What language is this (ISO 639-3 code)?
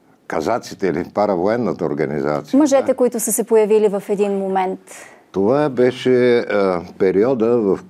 bul